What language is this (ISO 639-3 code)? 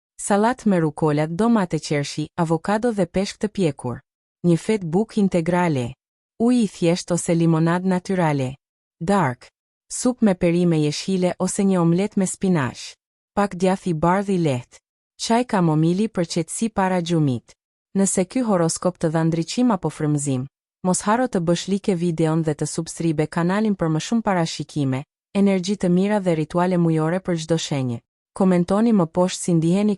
sqi